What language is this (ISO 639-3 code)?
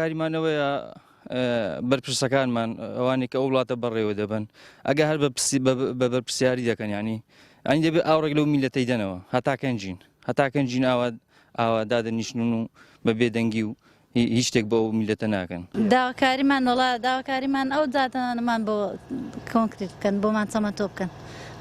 ckb